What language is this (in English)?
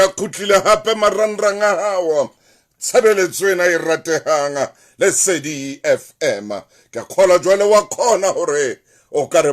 Southern Sotho